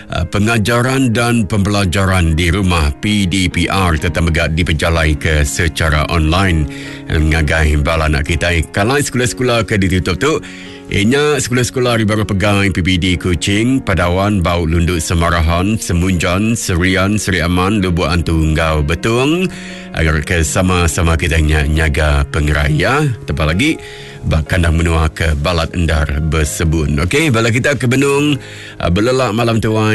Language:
Iban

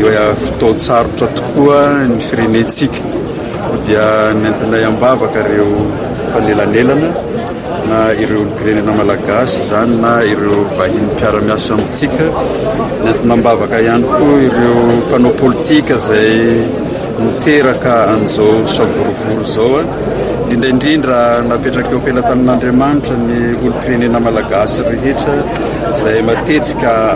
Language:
Malagasy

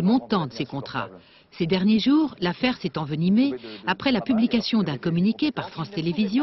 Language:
French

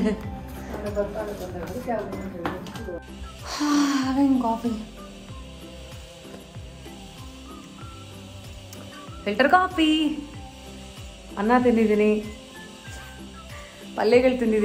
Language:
Kannada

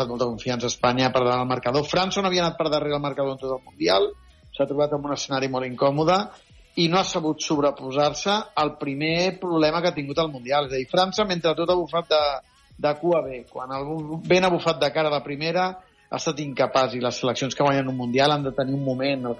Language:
Catalan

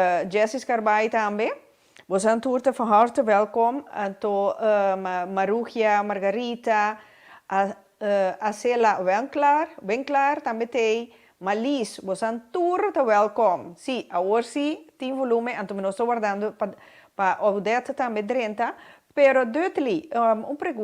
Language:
Papiamento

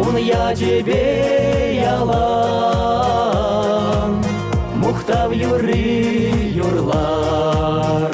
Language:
Chuvash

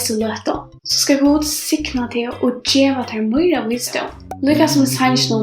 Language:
Faroese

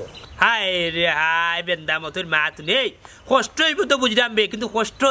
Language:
Sylheti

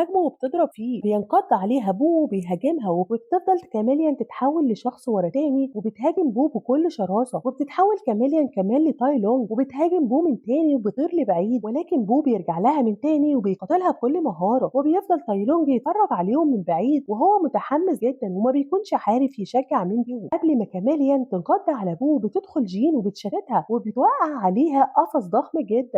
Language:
Egyptian Arabic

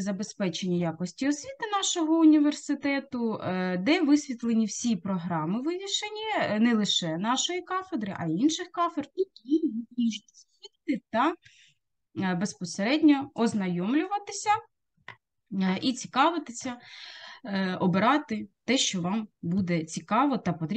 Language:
Ukrainian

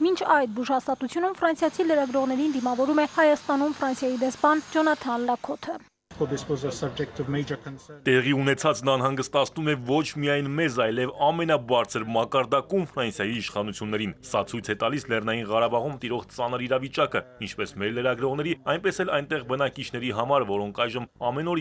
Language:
Armenian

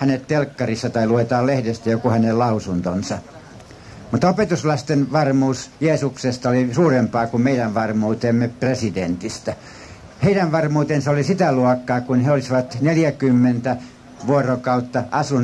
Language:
Finnish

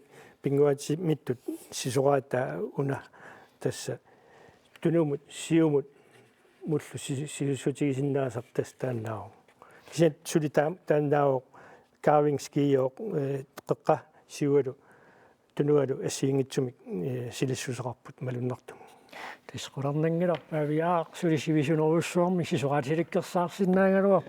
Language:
Kalaallisut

